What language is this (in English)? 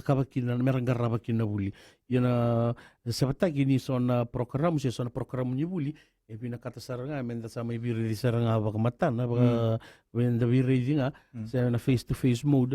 Fijian